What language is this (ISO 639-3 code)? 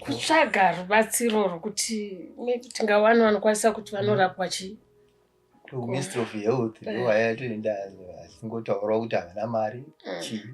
sna